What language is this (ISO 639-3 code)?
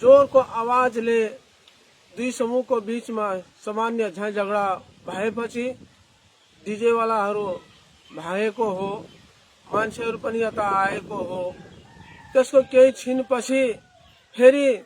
nep